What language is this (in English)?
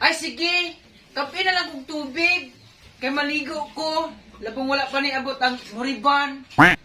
Cebuano